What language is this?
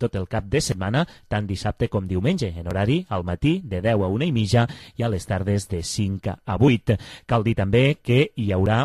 Catalan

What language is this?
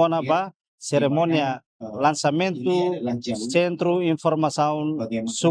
Tetum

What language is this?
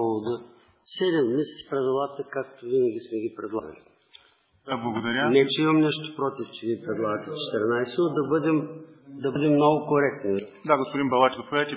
Bulgarian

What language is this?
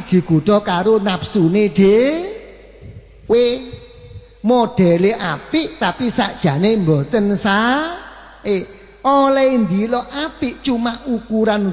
Javanese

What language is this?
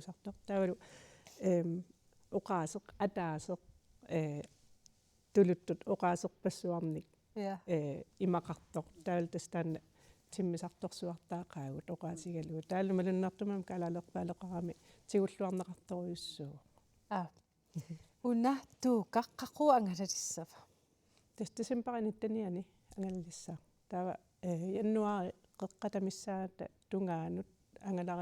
Kalaallisut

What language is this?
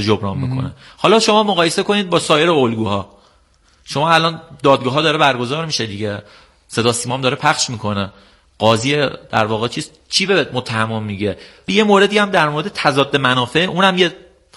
Persian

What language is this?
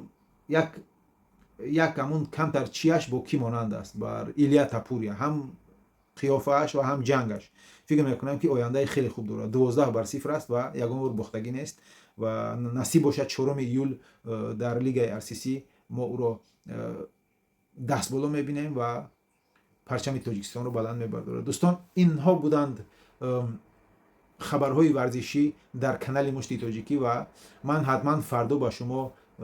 Tajik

